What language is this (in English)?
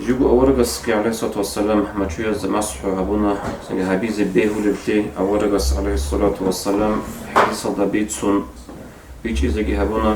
Avaric